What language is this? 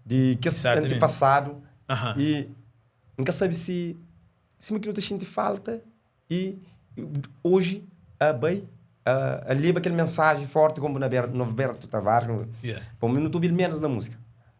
Kabuverdianu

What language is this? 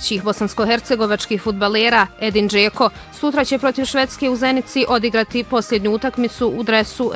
Bosnian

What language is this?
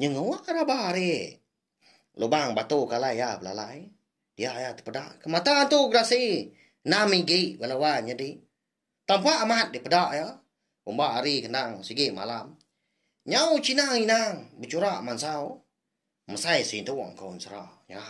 Iban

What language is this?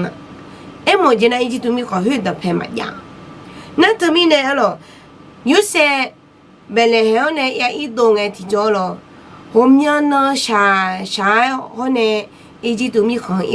Akha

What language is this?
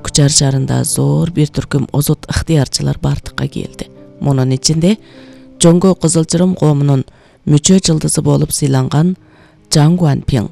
Kyrgyz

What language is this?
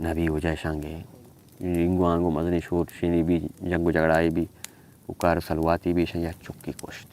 Baluchi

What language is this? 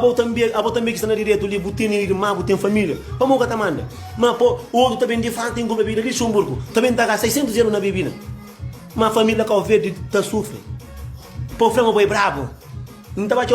Kabuverdianu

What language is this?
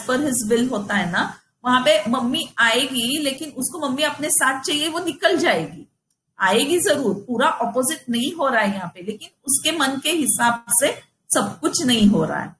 Hindi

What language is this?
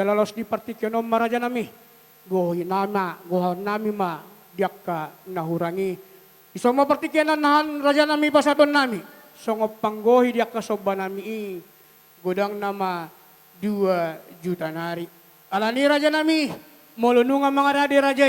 Batak Toba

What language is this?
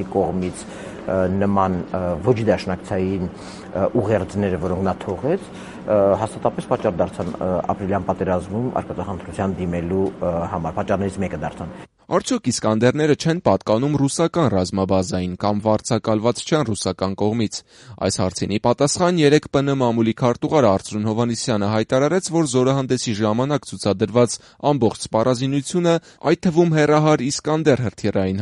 Armenian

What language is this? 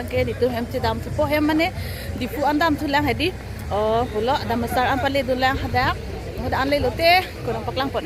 Karbi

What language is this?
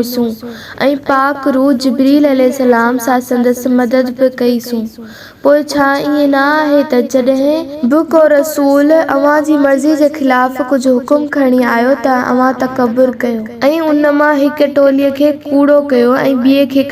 Sindhi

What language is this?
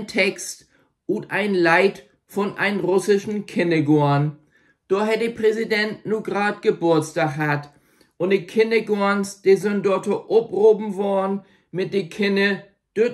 Low German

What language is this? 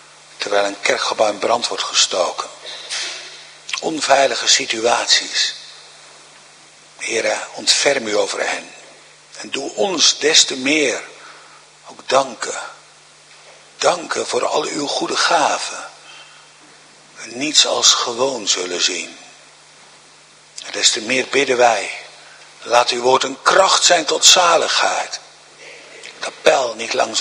Dutch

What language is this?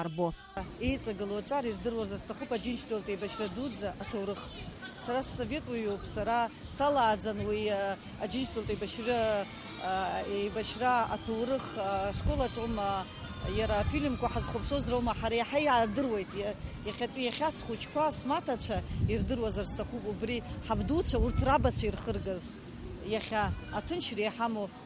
Abkhazian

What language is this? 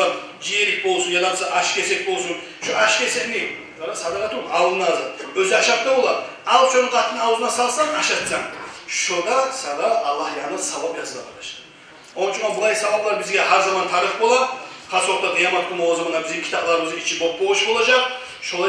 Kumyk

